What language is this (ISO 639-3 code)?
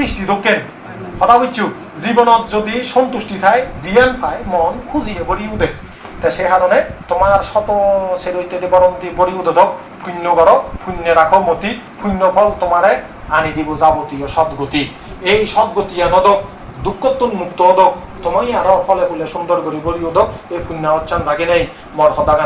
ccp